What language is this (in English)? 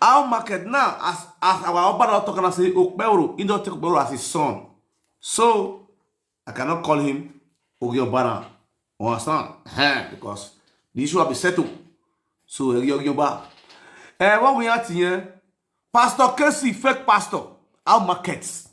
Nigerian Pidgin